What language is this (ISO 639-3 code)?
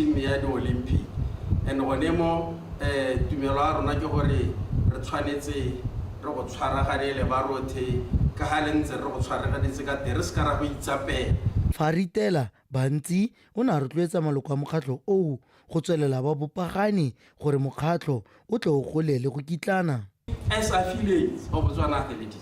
tsn